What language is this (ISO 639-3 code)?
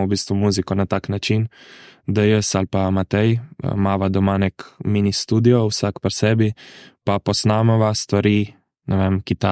slv